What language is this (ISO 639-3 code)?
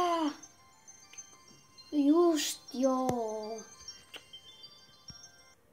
fin